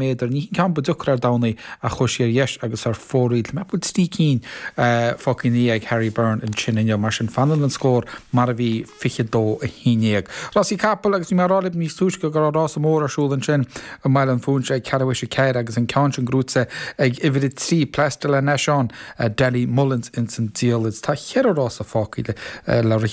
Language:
Irish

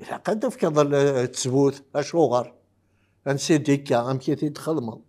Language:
Kabyle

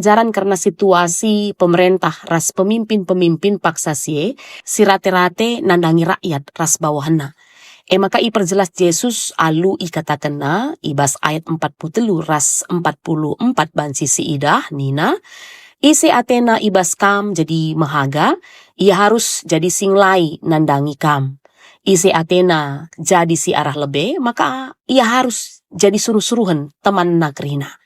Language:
Batak Karo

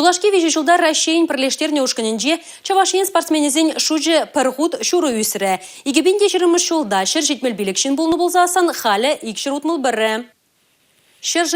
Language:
Chuvash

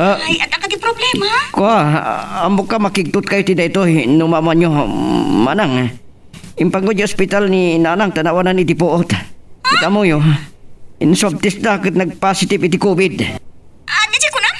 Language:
Iloko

